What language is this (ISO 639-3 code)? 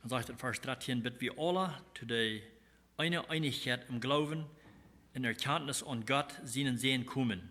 pdt